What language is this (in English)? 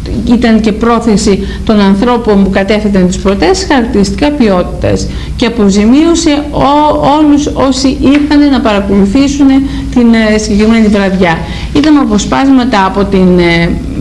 Greek